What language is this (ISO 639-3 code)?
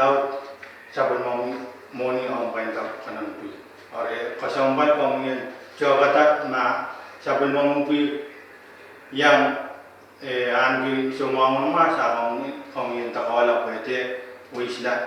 pon